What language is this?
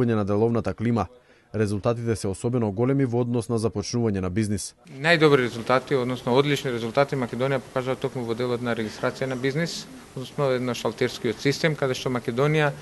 Macedonian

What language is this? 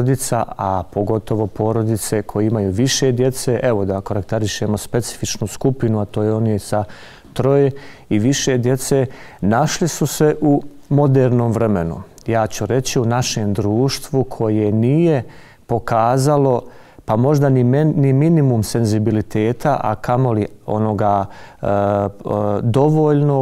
Bosnian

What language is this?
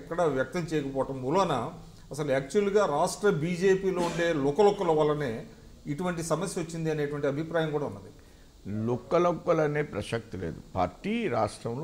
Telugu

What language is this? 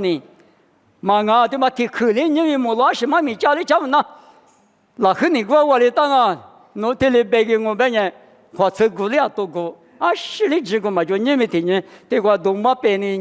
Lisu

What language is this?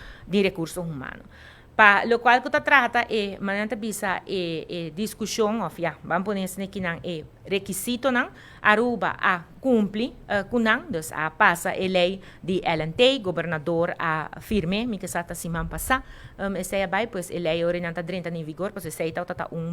Papiamento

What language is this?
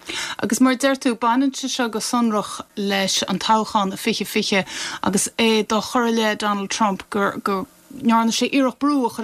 Irish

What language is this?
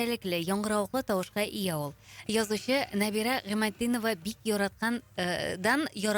Tatar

